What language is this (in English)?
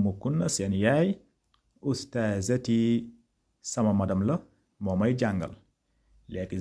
Wolof